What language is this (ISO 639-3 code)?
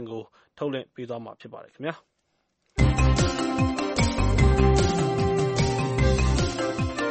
mya